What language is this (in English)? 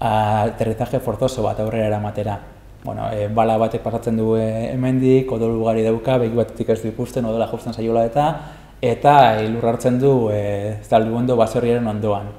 Basque